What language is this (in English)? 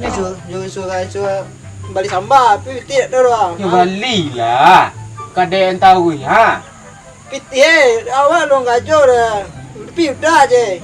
Minangkabau